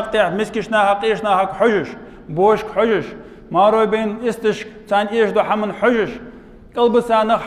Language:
Ingush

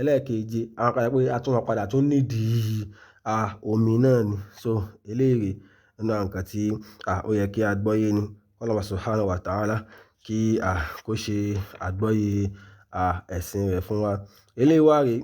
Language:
Yoruba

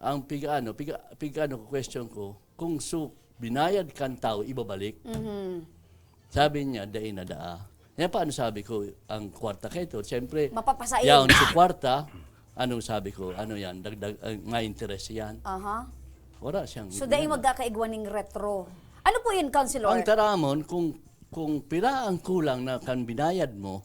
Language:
Bikol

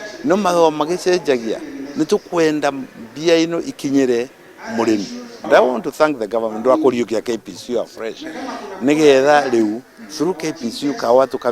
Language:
Kikuyu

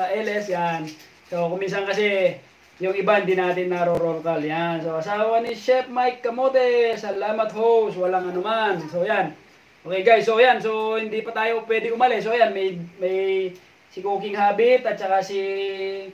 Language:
Filipino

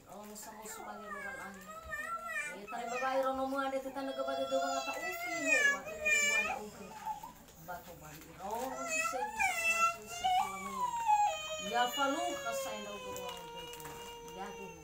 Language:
Nias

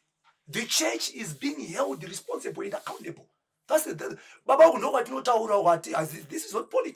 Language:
Shona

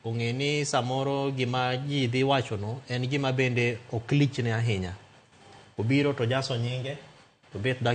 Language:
Luo (Kenya and Tanzania)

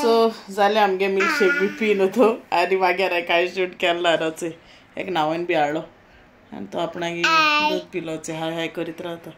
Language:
Konkani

